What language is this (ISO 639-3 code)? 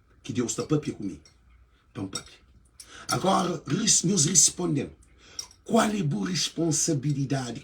kea